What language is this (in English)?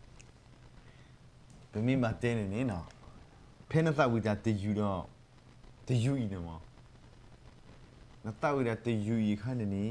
S'gaw Karen